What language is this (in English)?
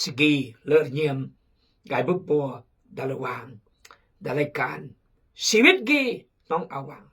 Khmu